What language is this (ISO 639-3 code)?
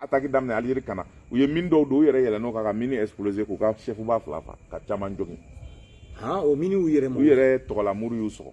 bam